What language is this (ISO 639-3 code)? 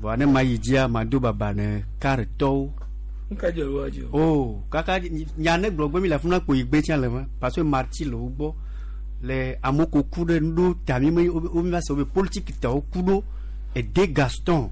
gej